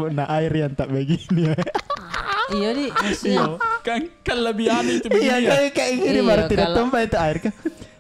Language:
Makassar Malay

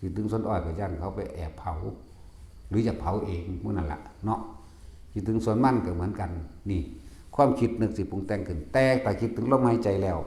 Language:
Northeastern Thai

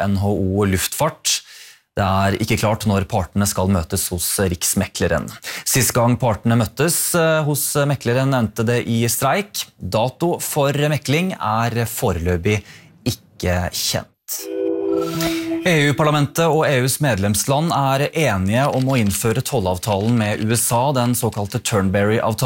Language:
Norwegian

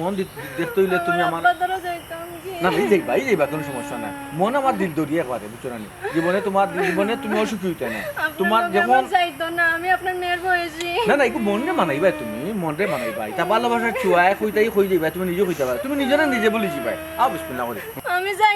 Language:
Sylheti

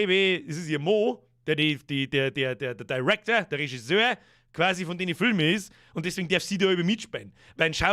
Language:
Bavarian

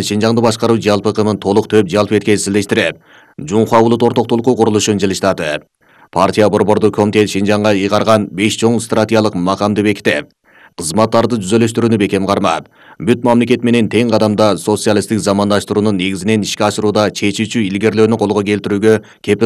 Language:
Kyrgyz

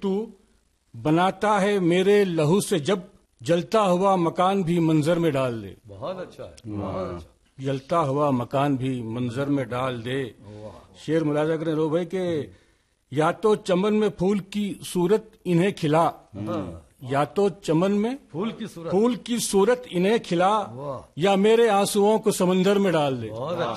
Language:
Urdu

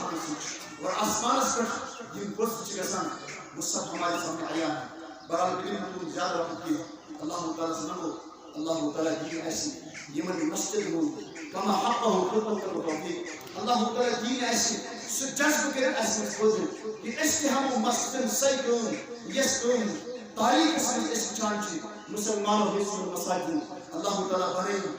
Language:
Kashmiri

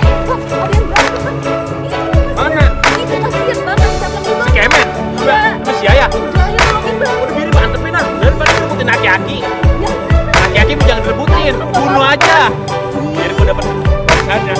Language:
Betawi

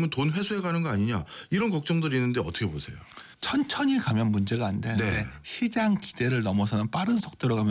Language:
Korean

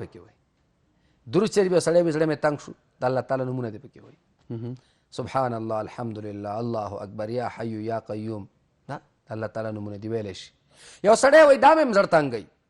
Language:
Pashto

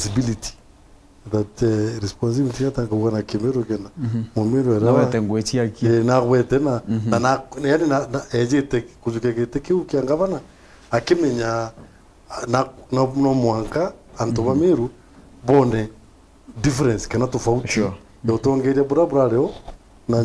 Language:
Meru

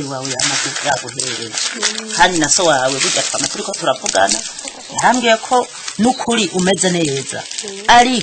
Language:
Rundi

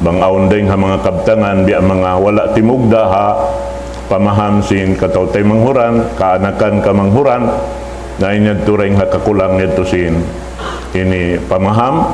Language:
Tausug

